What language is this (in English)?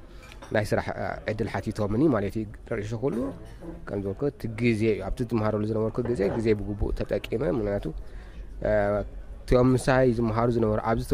Tigrinya